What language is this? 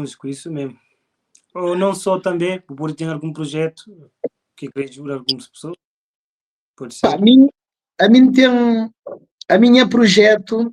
Kabuverdianu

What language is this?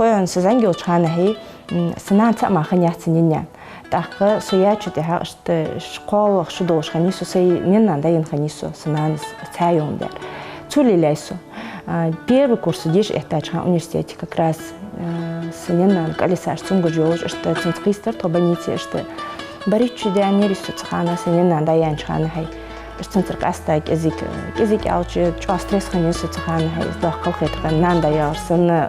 Ingush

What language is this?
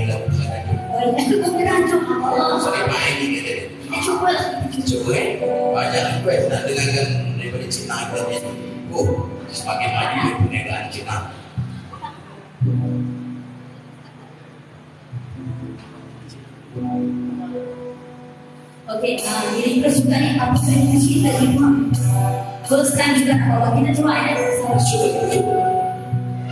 Malay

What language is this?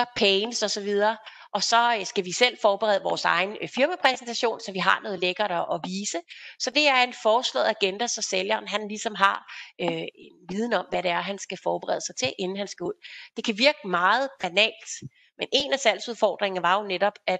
Danish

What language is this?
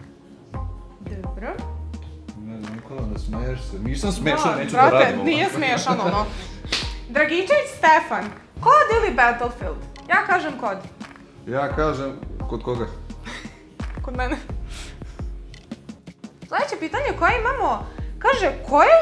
Serbian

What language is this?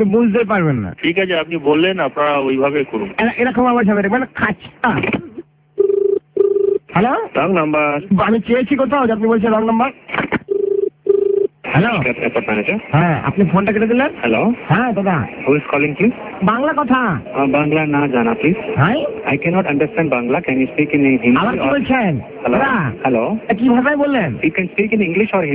Bangla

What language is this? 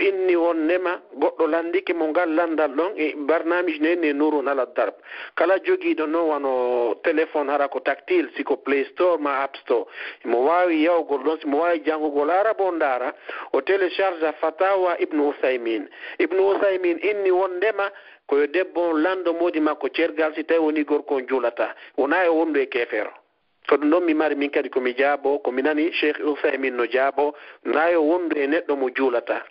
Fula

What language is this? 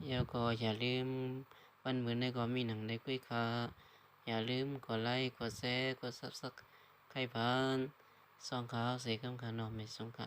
Shan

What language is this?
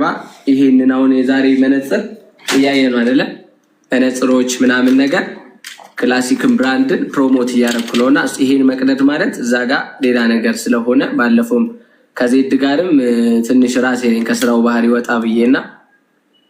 Amharic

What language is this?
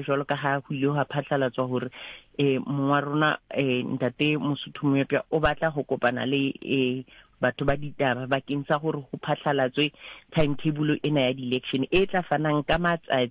Southern Sotho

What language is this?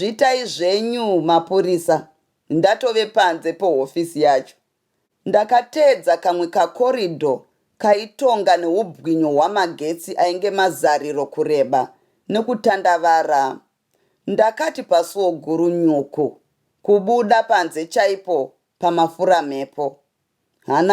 Shona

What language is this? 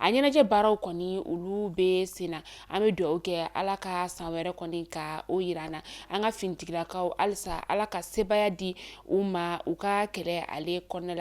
Bambara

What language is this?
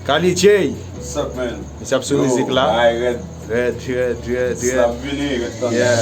Haitian Creole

